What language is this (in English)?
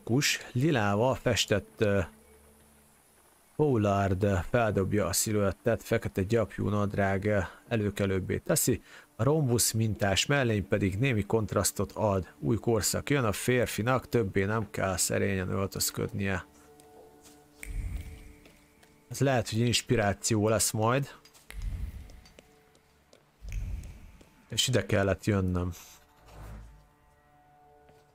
Hungarian